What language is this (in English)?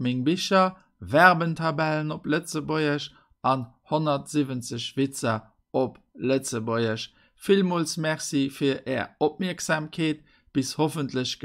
Luxembourgish